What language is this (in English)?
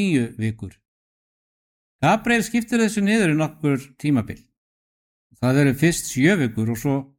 Icelandic